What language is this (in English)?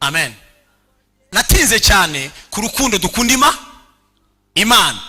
Kinyarwanda